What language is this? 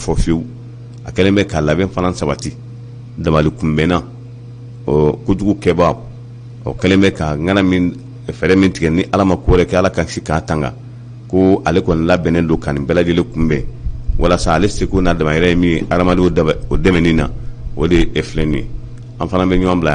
Bambara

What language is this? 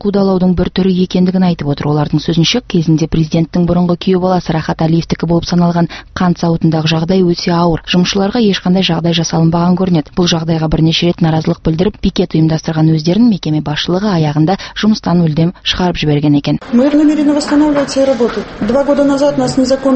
Kazakh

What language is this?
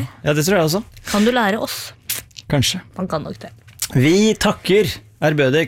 Norwegian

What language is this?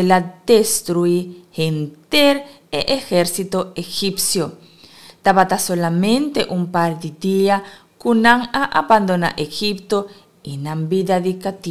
Papiamento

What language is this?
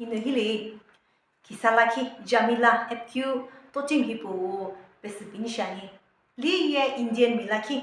Sumi Naga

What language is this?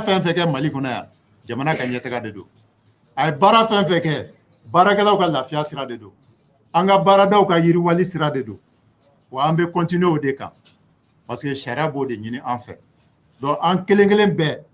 Bambara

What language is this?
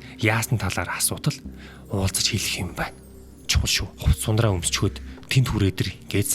Mongolian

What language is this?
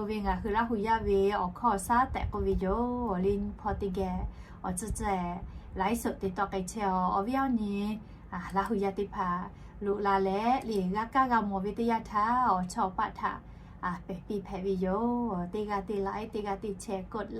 Lahu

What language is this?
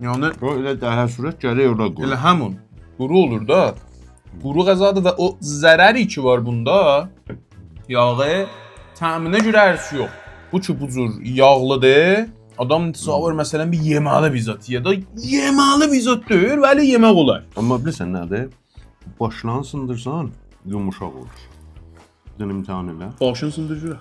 South Azerbaijani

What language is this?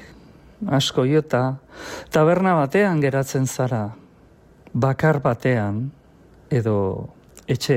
Basque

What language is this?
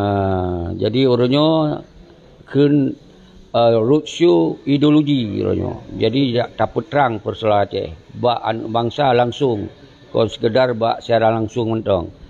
Achinese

